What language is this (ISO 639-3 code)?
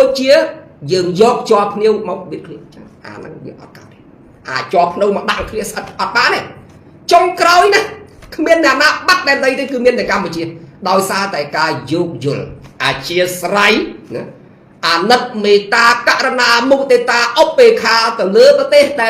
khm